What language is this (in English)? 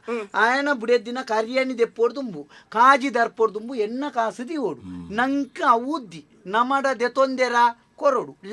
Tulu